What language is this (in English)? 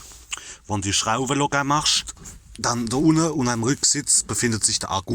Palatine German